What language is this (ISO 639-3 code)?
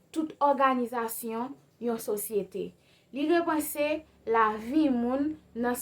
hat